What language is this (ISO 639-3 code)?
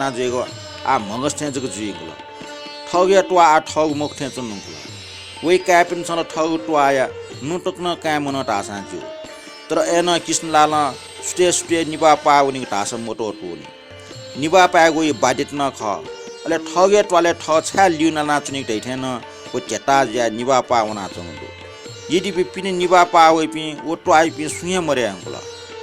new